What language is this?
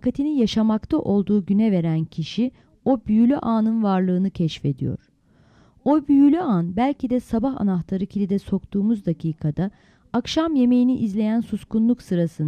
Turkish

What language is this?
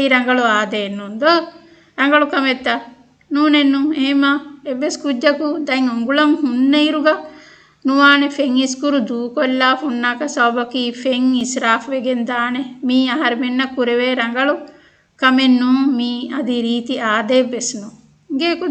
Divehi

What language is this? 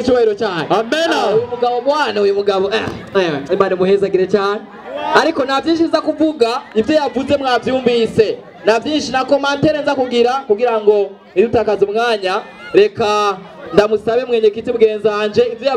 Rundi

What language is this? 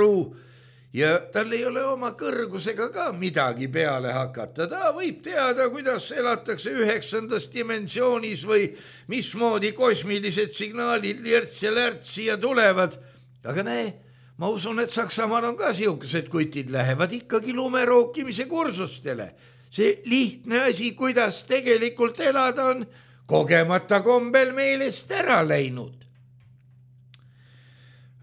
Estonian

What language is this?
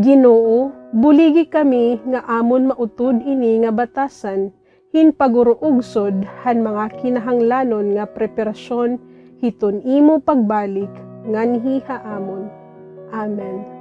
Waray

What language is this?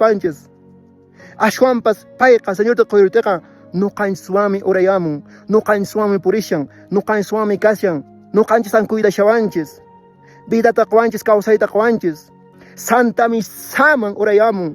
Quechua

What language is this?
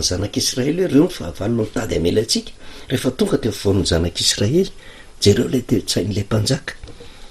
Malagasy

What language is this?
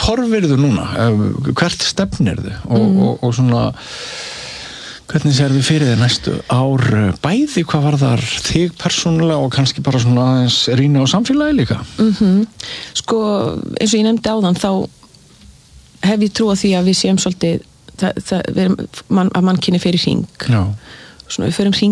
Icelandic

